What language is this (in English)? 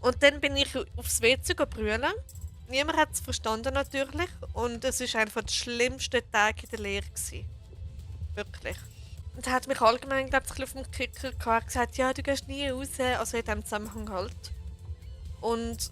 Swiss German